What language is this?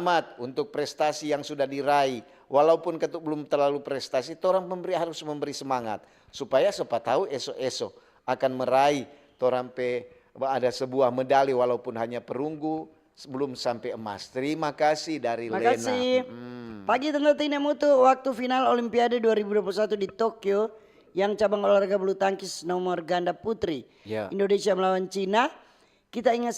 Manado Malay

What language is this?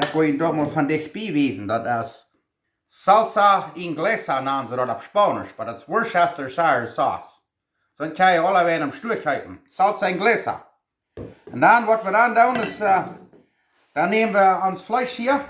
Plautdietsch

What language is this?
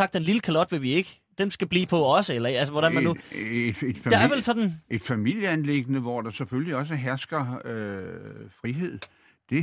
Danish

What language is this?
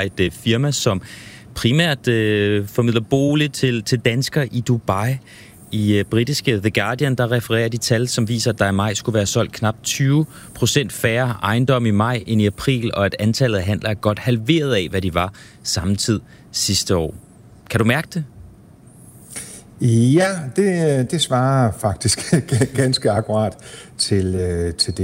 Danish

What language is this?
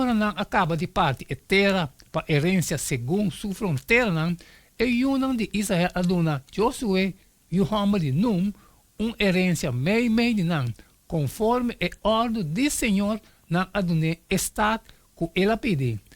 Papiamento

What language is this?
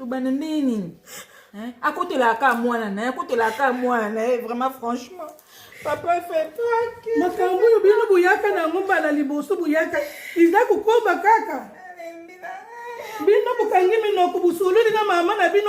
Lingala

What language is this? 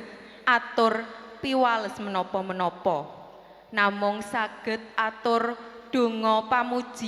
Javanese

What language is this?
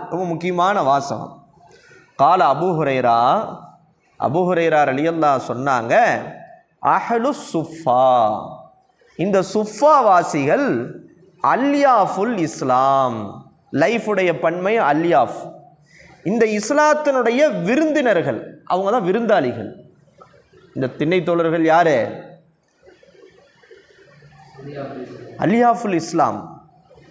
Tamil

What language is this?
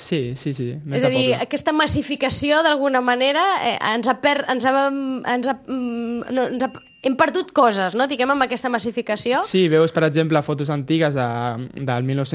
Catalan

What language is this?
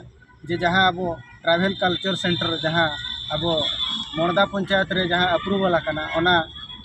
Santali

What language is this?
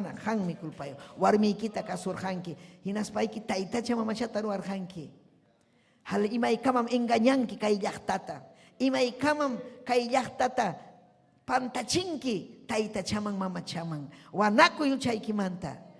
Ayacucho Quechua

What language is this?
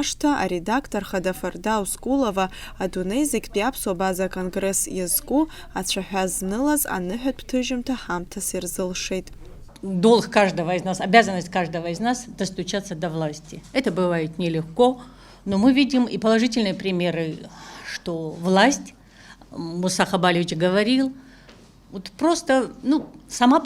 Abkhazian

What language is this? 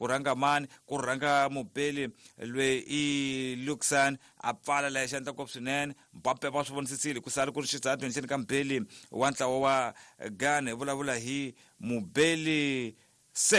Tsonga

